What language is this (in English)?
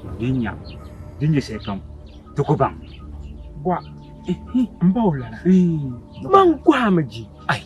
Dagbani